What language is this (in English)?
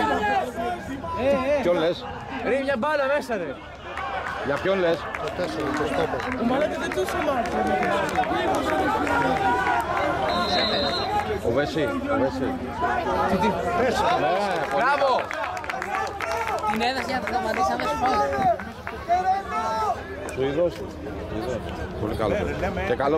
Greek